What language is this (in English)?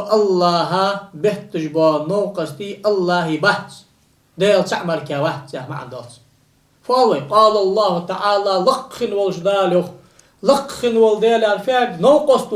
Ingush